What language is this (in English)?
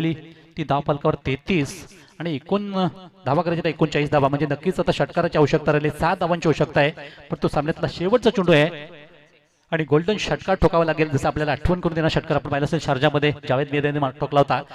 Marathi